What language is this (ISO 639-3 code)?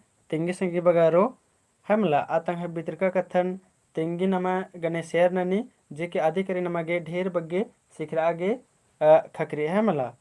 kru